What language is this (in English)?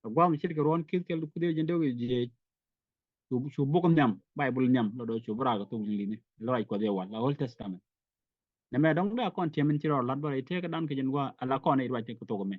Nuer